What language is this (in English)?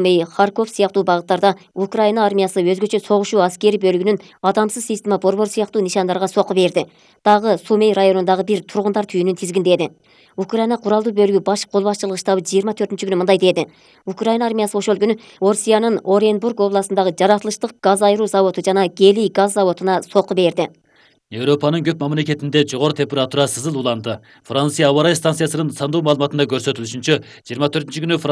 Kyrgyz